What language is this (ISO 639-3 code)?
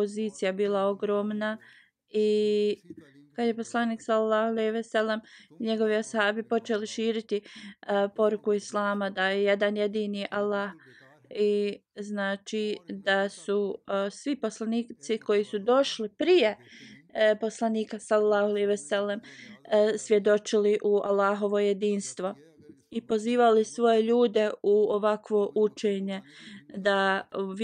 bos